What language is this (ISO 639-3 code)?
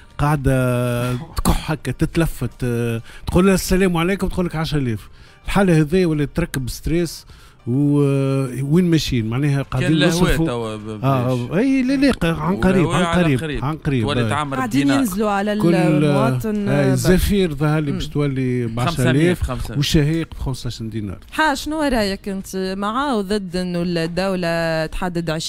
aeb